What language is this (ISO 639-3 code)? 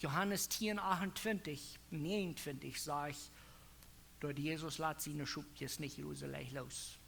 pdt